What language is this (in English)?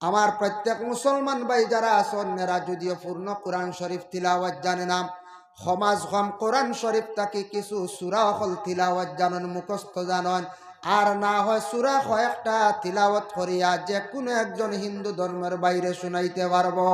Sylheti